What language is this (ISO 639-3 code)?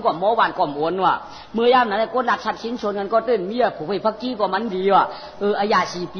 shn